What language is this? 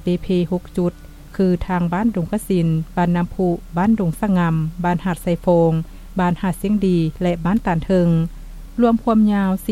Lao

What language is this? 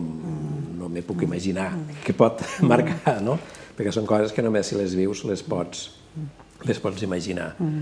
Catalan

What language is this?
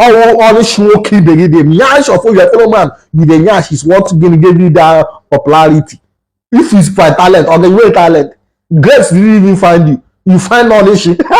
Igbo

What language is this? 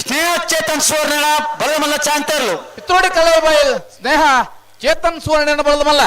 Tulu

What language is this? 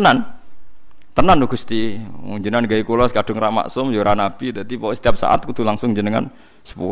Javanese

